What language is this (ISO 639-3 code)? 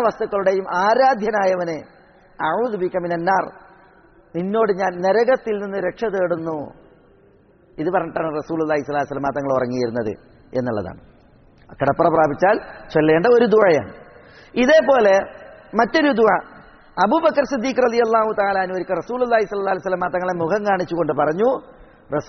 mal